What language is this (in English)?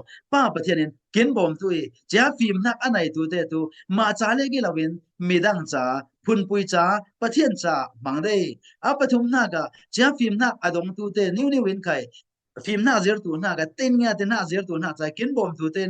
Falam Chin